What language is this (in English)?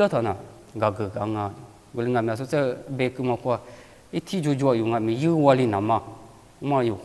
Lisu